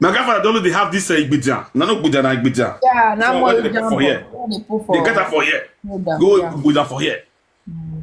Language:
Nigerian Pidgin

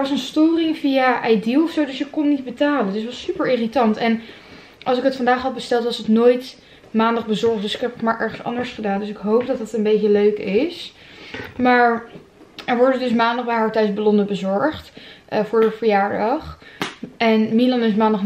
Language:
Dutch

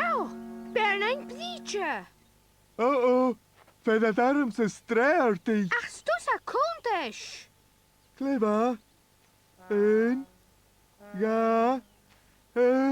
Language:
Scottish Gaelic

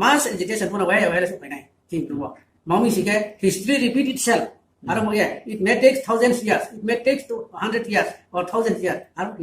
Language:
Riang (India)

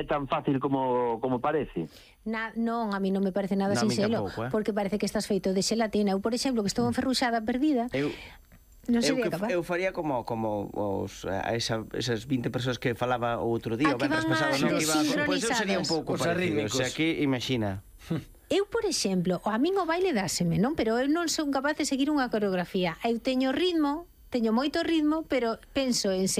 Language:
Galician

